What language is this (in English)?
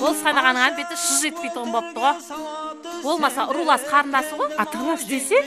Kara-Kalpak